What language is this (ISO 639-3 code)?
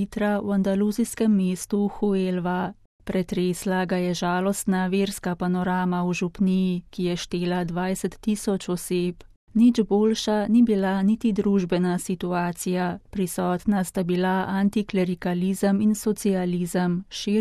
slv